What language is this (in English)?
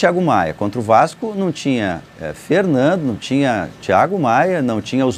Portuguese